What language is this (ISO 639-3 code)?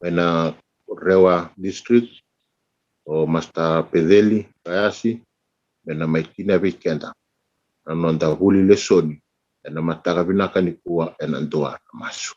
fij